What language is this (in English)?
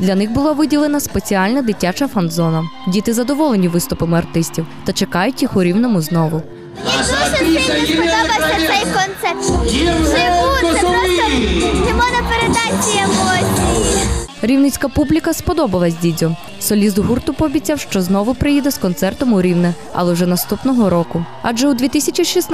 Ukrainian